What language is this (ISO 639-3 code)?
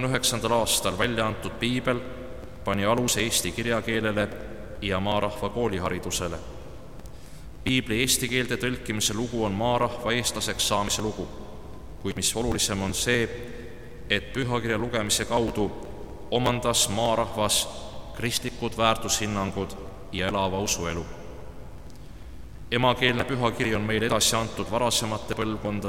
est